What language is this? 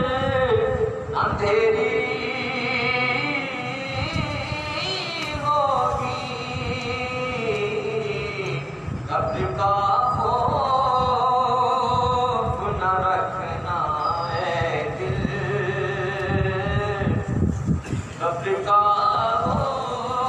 Urdu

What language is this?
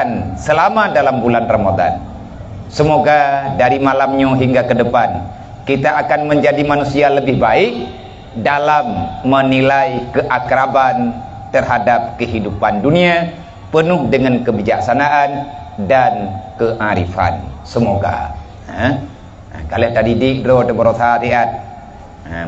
Achinese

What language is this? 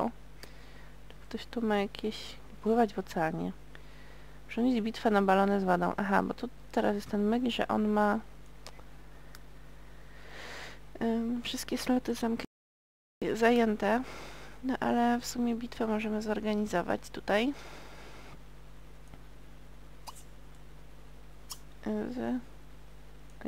Polish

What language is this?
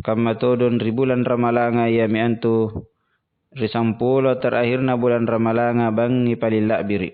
Makasar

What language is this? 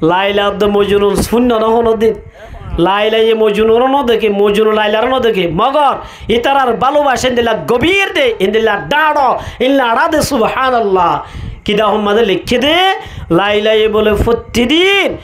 Rohingya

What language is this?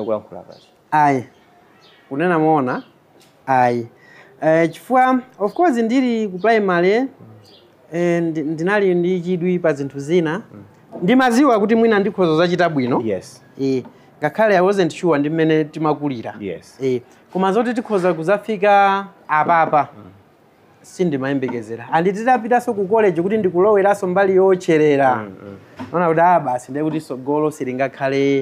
Nyanja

